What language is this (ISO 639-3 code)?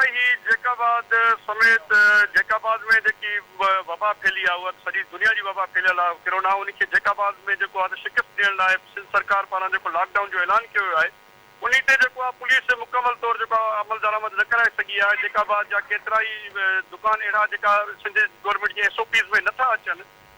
snd